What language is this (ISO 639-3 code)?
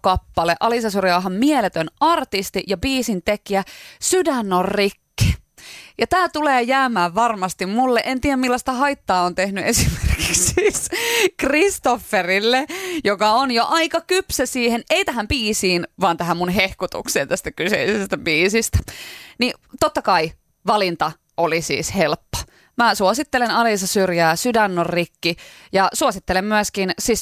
fin